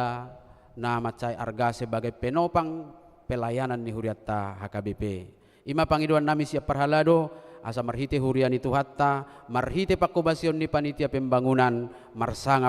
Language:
Batak Toba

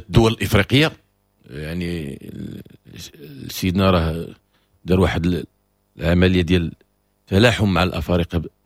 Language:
Moroccan Arabic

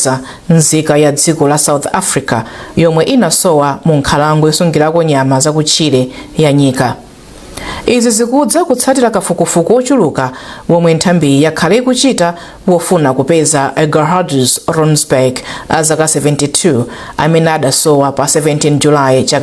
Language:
Nyanja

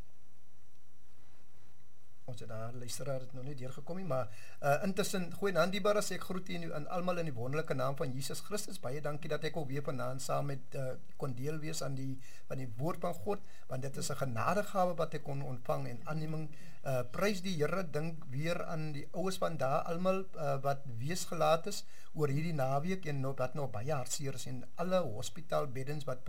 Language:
Afrikaans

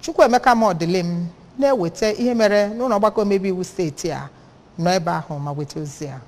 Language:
Igbo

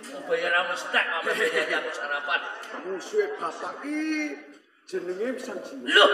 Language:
Javanese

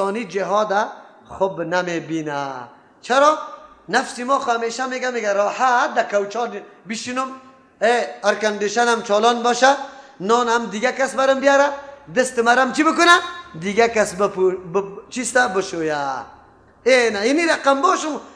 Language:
Persian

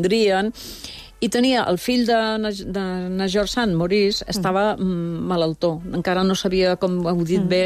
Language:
Catalan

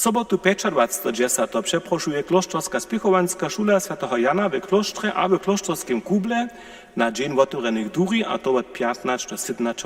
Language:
Upper Sorbian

